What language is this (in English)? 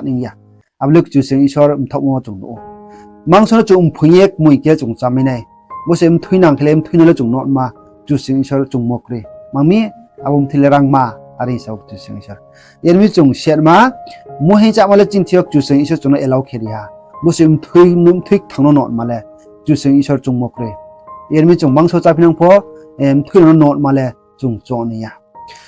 Riang (India)